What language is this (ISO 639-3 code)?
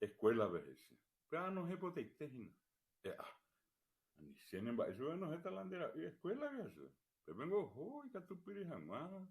grn